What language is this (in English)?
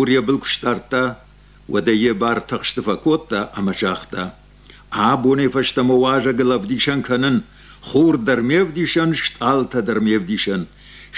Ossetic